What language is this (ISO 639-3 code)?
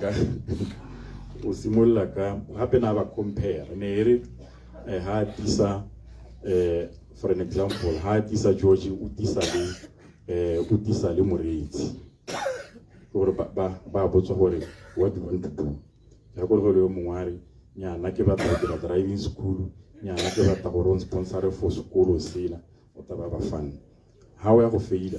tsn